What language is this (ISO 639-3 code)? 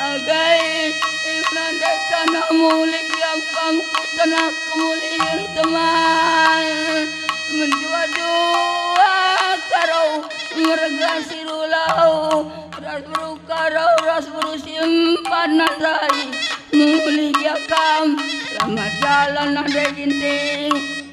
btx